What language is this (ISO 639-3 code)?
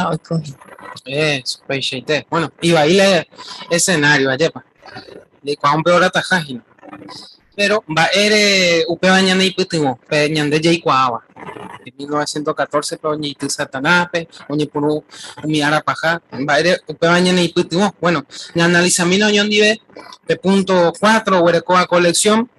grn